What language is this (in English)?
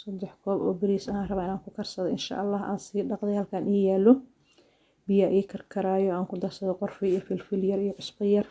Somali